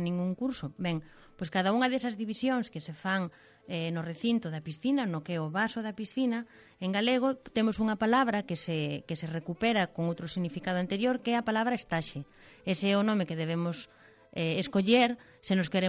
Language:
Galician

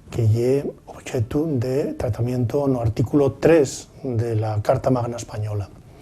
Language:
Asturian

